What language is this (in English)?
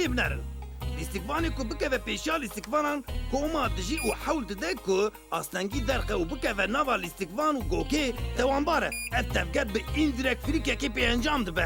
Kurdish